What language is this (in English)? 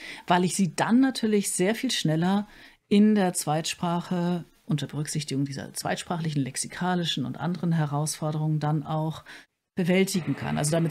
German